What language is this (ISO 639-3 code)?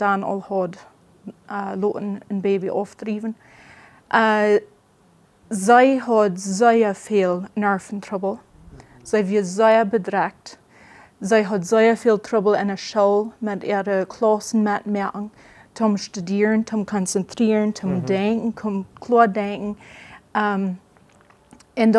pdt